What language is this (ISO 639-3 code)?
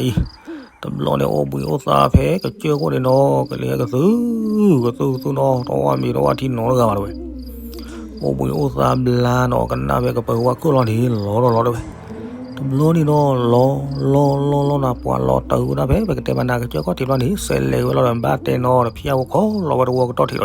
ksw